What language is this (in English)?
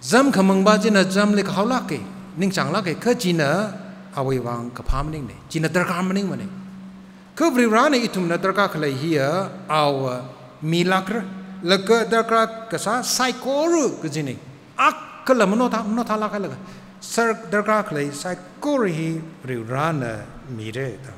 Tangkhul Naga (India)